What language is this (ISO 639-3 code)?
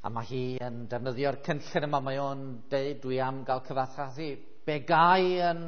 cym